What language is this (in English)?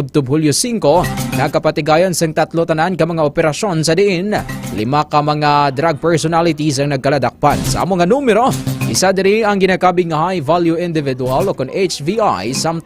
Hiligaynon